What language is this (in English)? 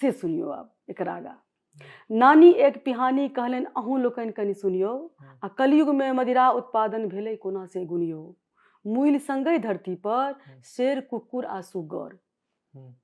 Maithili